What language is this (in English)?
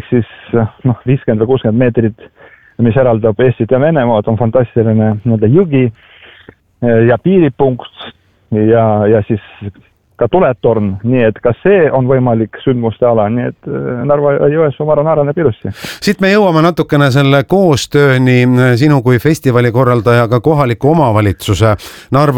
Estonian